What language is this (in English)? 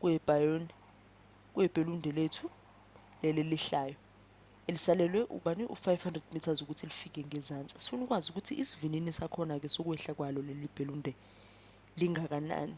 Zulu